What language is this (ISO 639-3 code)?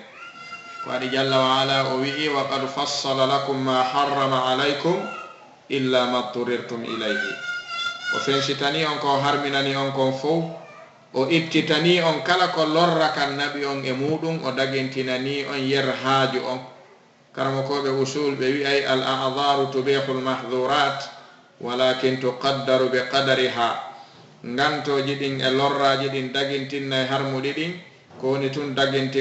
ful